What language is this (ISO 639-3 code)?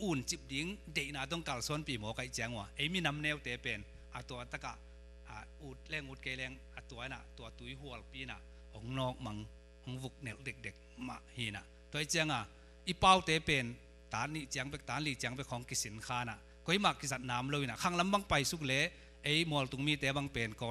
ctd